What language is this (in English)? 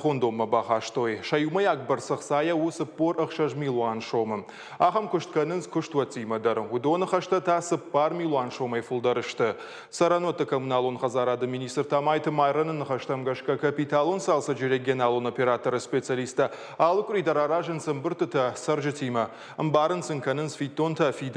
Ossetic